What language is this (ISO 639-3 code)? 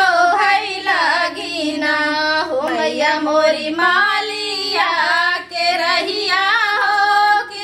bho